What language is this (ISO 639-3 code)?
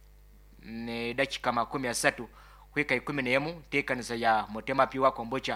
nyn